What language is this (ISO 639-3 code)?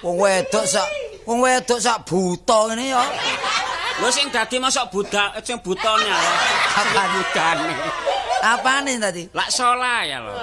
jav